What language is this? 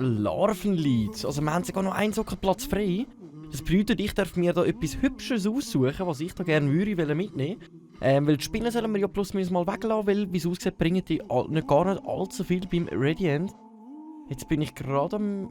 Swiss German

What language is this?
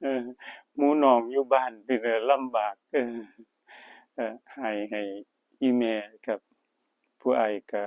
Northeastern Thai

